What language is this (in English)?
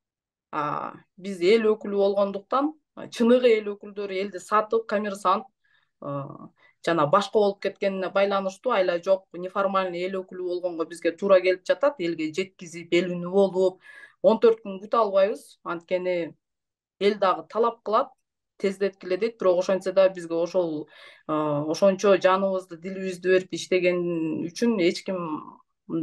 Kyrgyz